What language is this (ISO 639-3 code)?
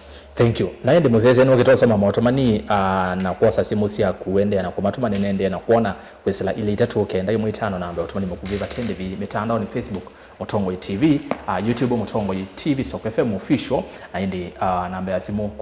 kam